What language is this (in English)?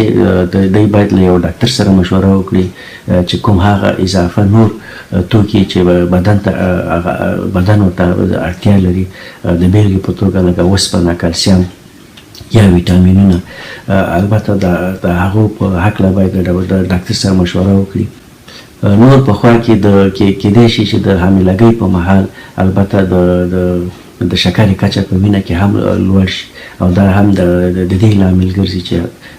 Pashto